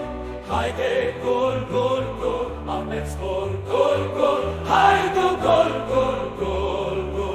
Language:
Kurdish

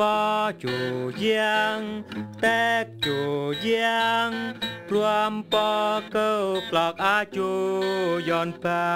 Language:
Eastern Bru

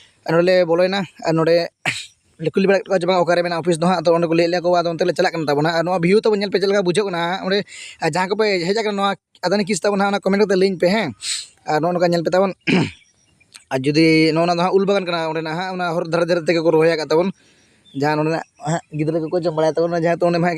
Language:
Santali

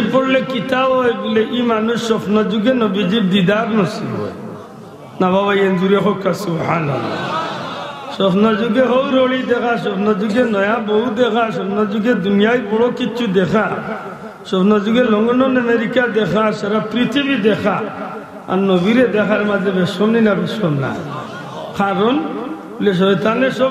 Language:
Sylheti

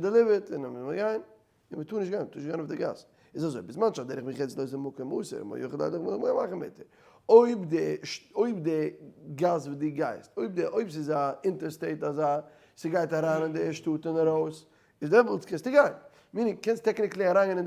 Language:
Yiddish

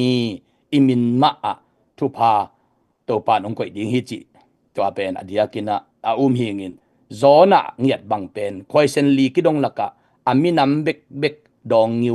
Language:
Tedim Chin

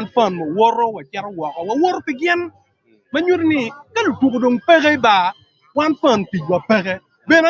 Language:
Acoli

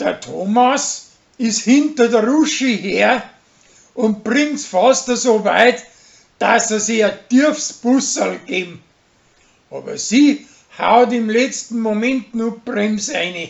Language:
Bavarian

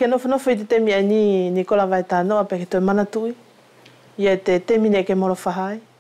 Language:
Wallisian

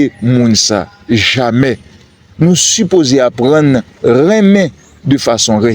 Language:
Haitian Creole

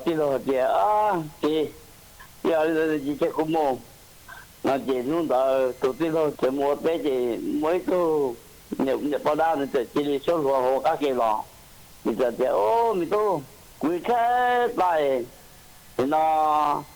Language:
Hmong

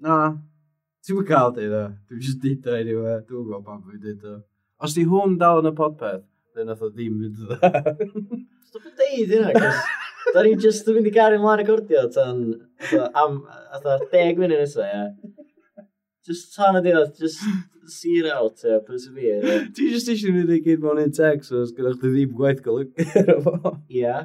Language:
Welsh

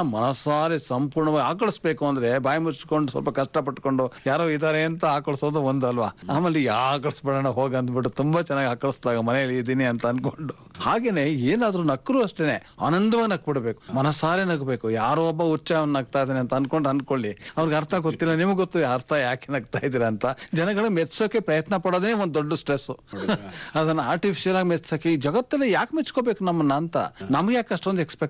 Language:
Kannada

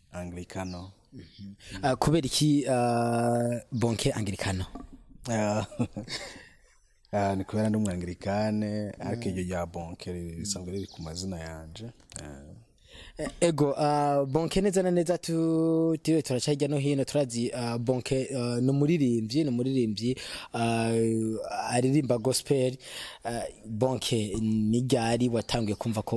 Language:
Rundi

